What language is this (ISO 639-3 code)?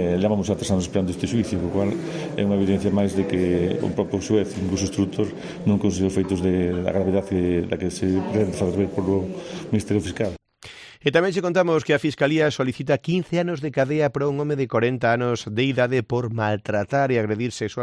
glg